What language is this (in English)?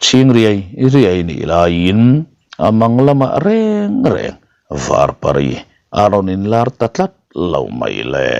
Mizo